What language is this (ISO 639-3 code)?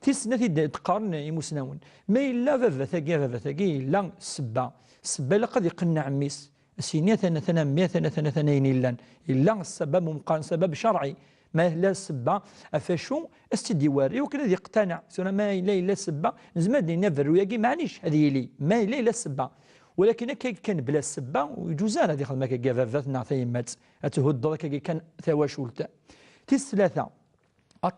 kab